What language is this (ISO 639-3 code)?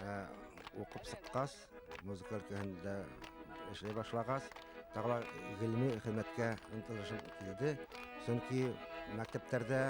bak